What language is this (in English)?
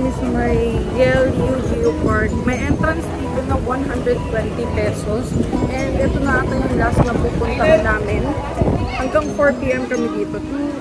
Filipino